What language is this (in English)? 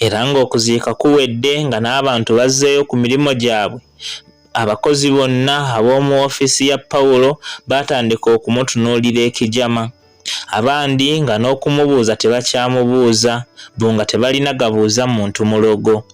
Ganda